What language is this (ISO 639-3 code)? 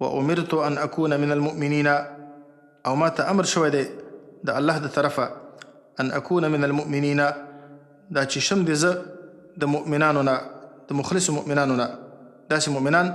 pus